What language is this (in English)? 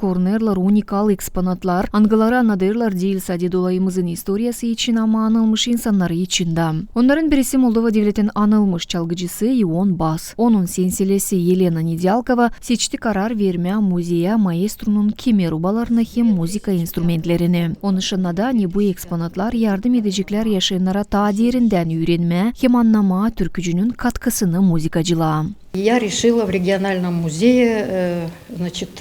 Gagauz